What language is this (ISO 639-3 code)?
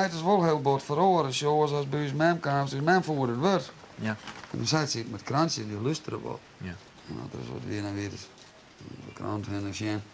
fry